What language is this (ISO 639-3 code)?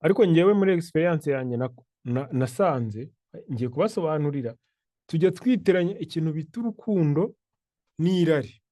kin